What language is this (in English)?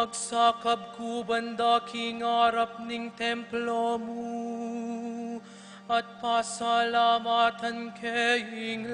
Pampanga